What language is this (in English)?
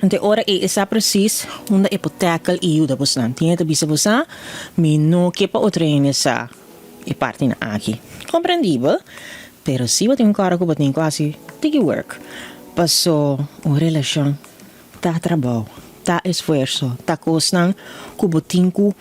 Papiamento